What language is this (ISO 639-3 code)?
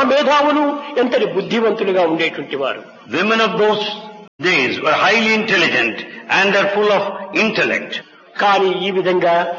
tel